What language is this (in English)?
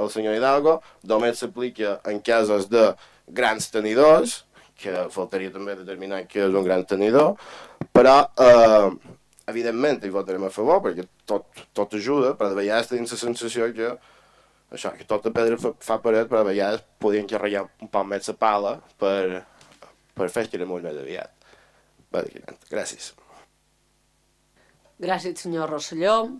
Catalan